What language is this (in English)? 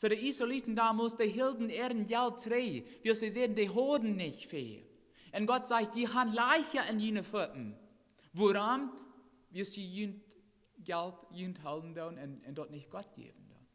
Plautdietsch